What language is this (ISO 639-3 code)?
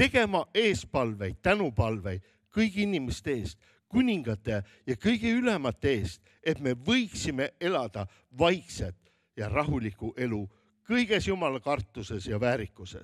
est